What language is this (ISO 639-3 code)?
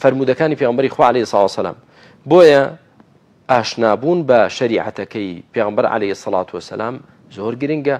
ckb